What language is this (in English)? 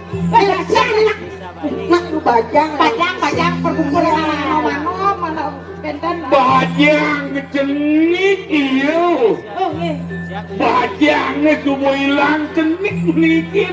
Balinese